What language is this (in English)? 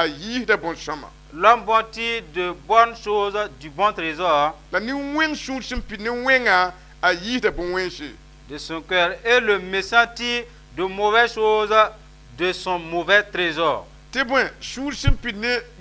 Mossi